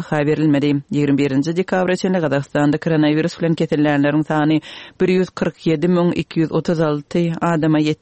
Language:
Turkmen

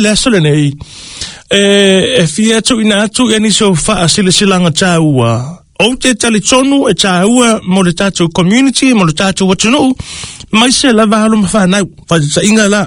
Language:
Samoan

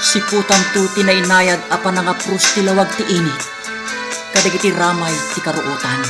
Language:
Iloko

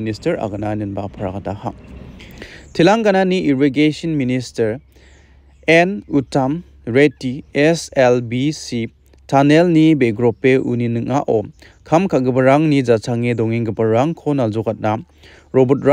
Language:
Garo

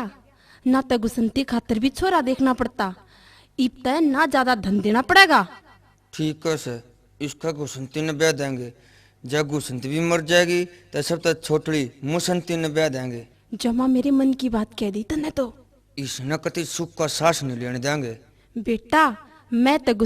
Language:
Haryanvi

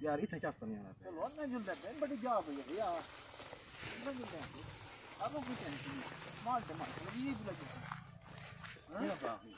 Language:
Saraiki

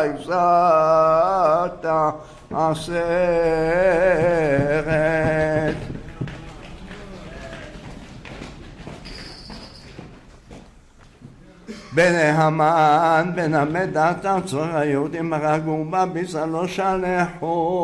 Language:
Hebrew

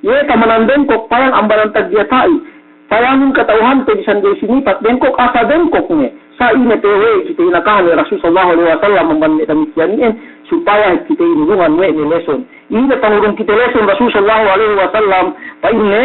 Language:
Yakan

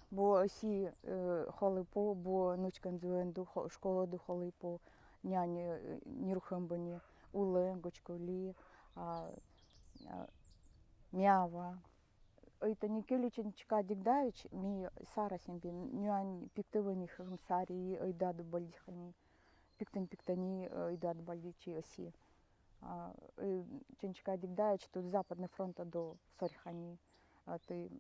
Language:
Nanai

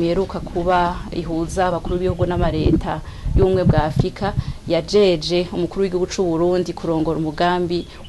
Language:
Rundi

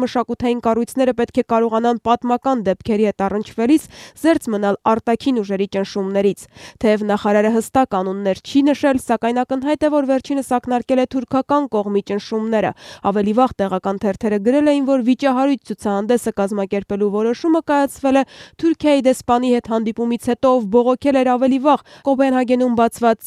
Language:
Armenian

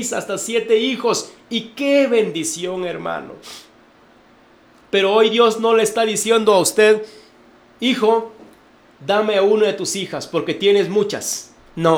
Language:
Spanish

